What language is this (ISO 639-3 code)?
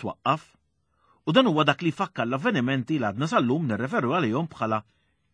mlt